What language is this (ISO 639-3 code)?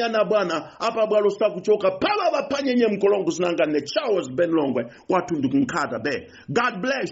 nya